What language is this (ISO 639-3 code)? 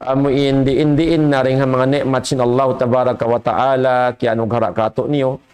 tsg